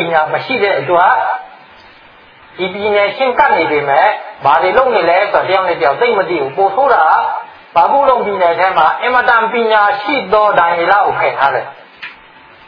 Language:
Burmese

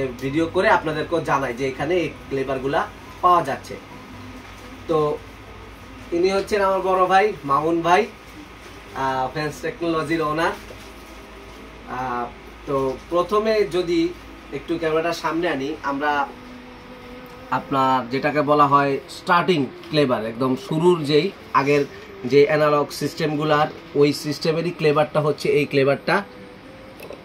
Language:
Bangla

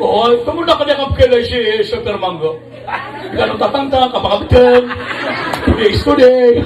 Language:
Maranao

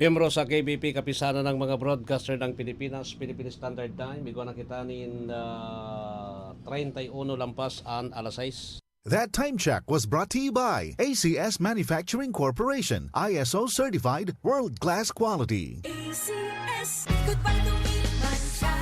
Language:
Bikol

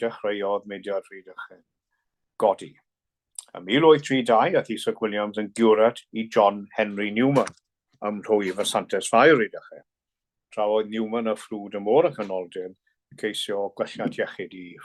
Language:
Welsh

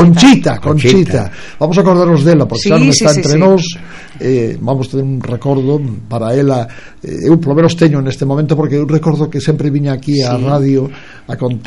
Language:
Galician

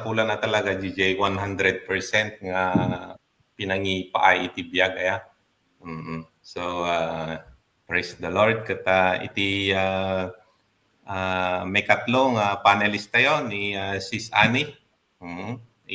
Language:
Iloko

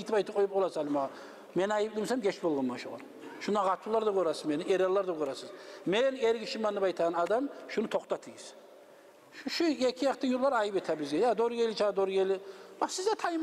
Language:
Kumyk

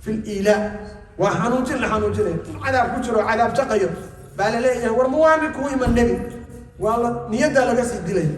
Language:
Somali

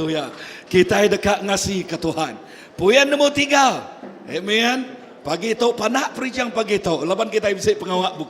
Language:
Iban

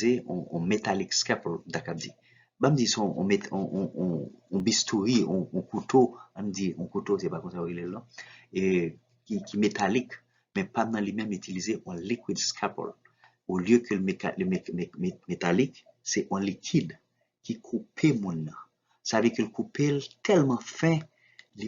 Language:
Haitian Creole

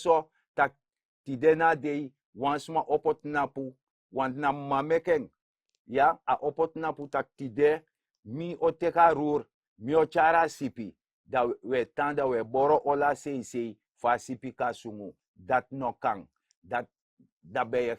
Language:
Sranan Tongo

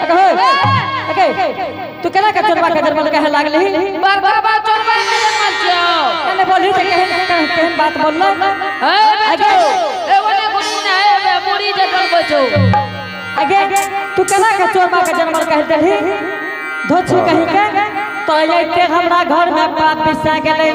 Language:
Angika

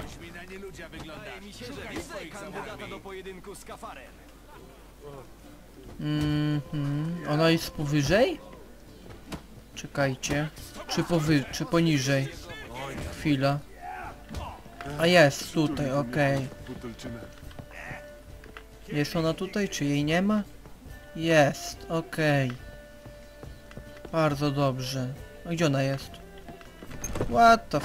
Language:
Polish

